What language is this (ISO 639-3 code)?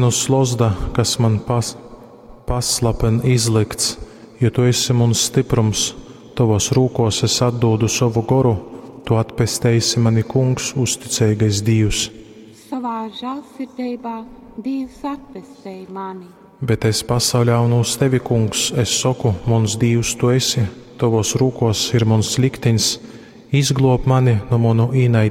ltg